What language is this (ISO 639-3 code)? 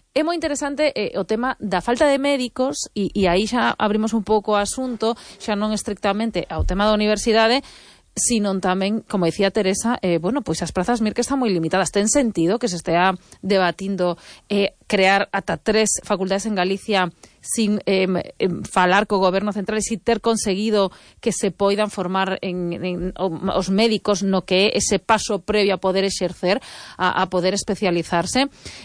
glg